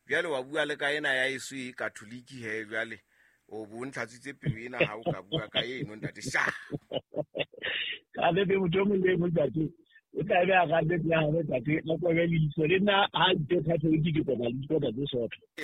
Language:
Southern Sotho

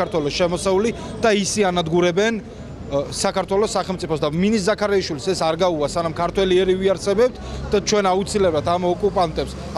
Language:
Georgian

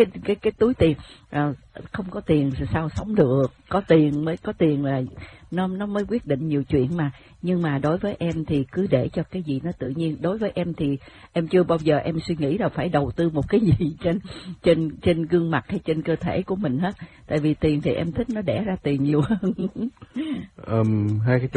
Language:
Vietnamese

